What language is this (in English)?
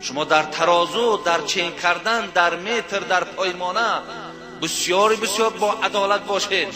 Tajik